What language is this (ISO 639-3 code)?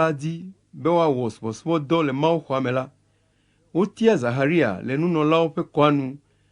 ewe